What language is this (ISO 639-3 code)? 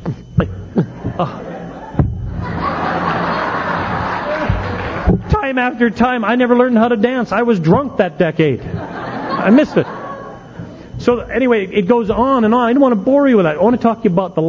eng